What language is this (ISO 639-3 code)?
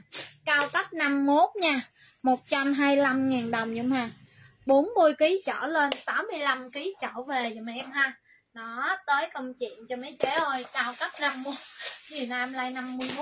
vie